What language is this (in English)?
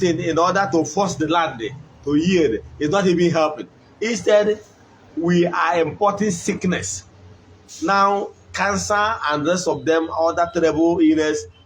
Igbo